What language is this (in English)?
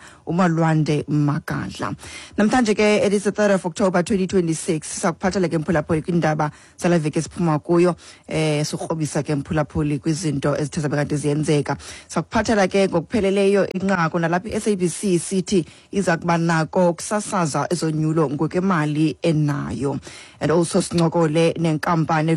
Xhosa